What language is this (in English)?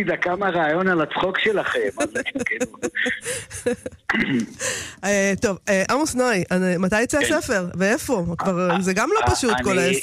Hebrew